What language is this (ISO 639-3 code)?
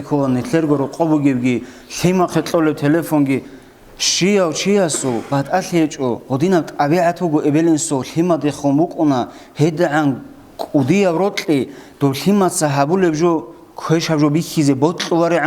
ava